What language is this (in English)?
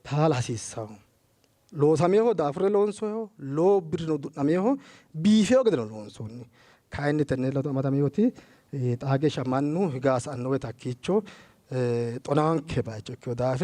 Sidamo